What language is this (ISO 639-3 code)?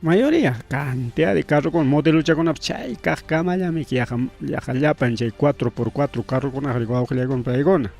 quy